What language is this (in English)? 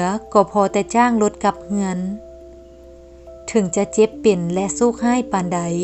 Lao